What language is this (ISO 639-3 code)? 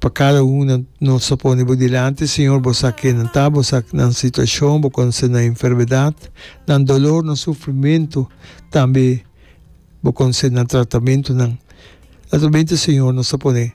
pap